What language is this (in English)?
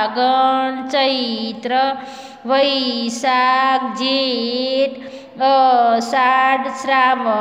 Gujarati